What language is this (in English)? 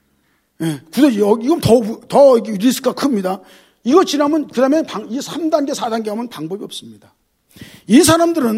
Korean